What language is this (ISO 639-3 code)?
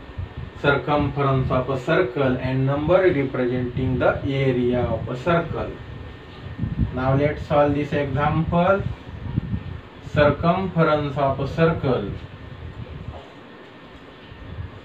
eng